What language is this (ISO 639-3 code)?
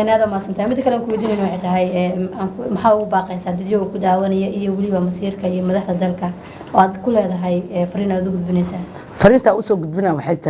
som